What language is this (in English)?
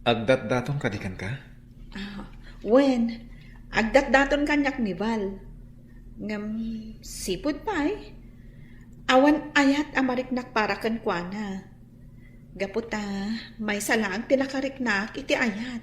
Iloko